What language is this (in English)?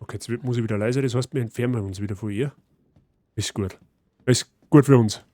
Bavarian